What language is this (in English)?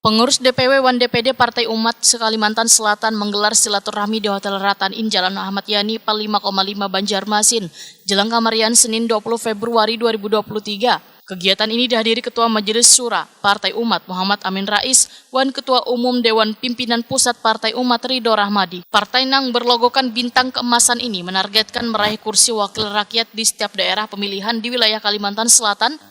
Banjar